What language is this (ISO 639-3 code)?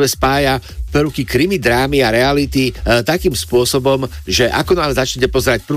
slk